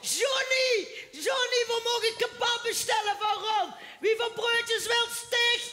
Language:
Limburgish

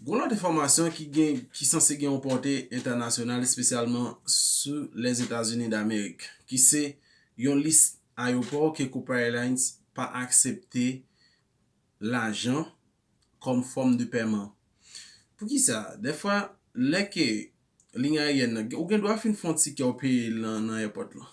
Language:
Haitian Creole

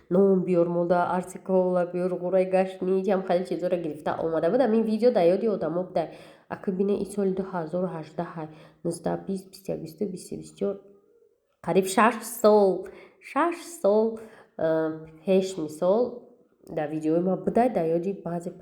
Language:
Tajik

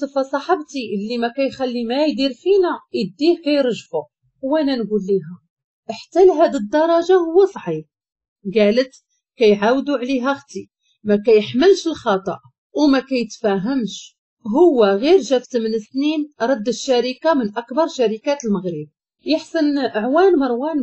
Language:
Moroccan Arabic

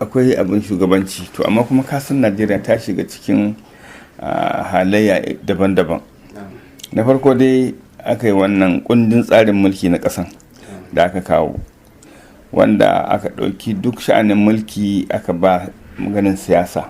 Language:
Hausa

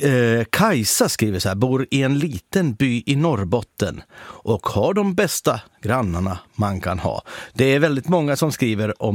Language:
Swedish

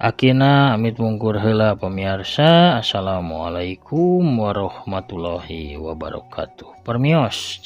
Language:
Sundanese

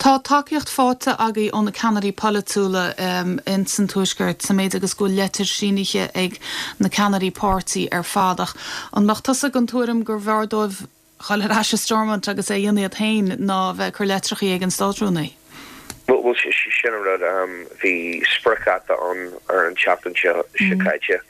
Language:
Irish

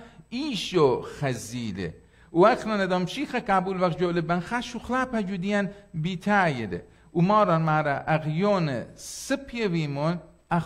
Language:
Assyrian Neo-Aramaic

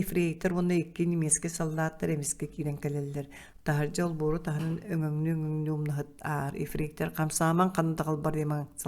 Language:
Yakut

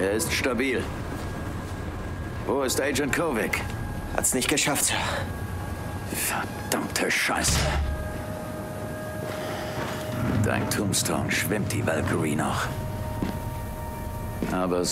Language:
German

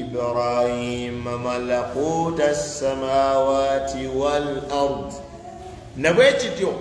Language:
Ganda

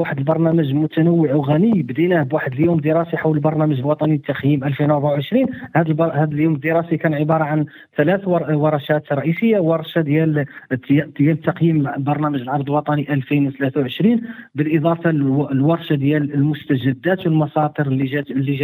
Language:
Moroccan Arabic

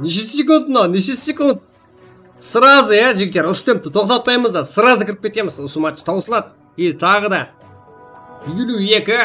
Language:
Kara-Kalpak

